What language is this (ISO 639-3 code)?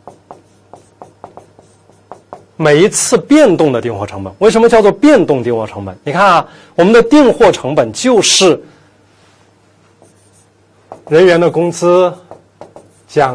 zho